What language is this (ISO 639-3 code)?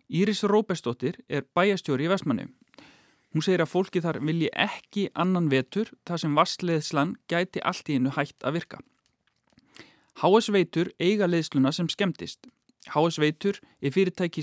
isl